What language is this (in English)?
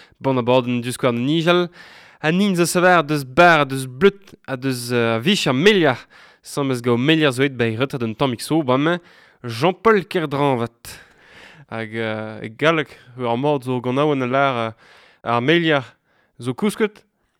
Breton